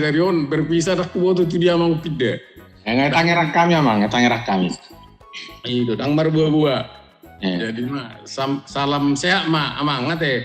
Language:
Batak Toba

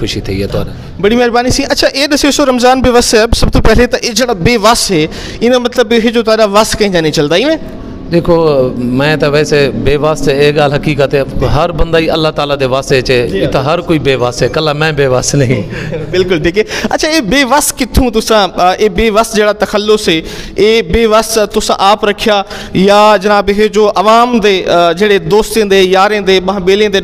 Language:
Saraiki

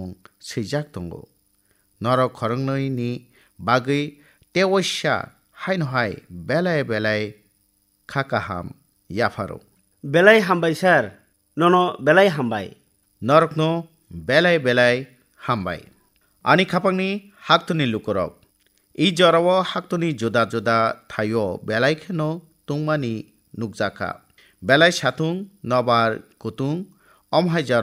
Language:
Kok Borok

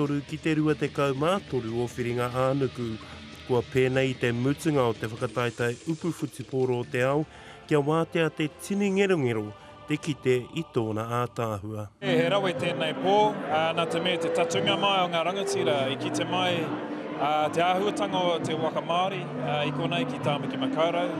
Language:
Māori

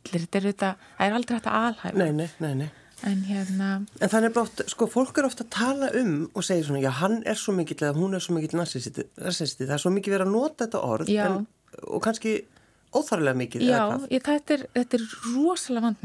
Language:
Icelandic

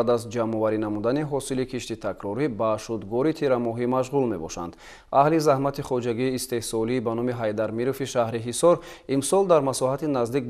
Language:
Tajik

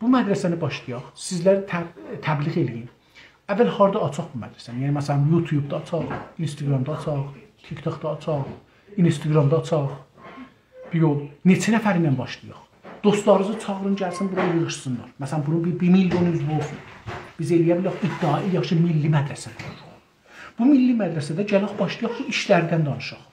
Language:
South Azerbaijani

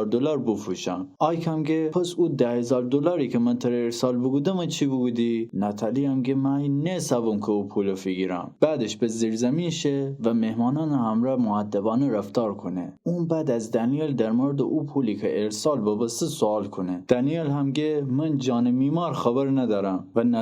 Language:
Gilaki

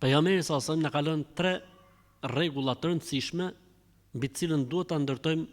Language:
Albanian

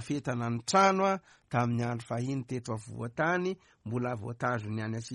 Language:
Malagasy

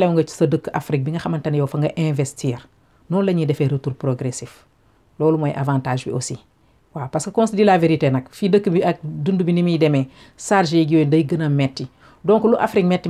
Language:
Wolof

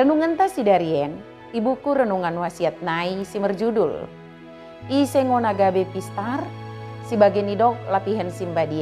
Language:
Batak Dairi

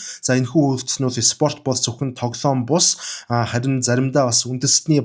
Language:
Mongolian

